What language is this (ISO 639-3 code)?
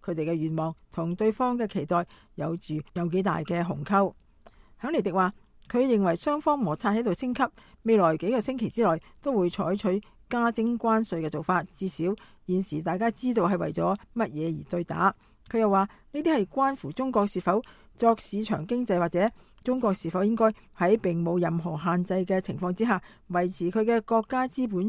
yue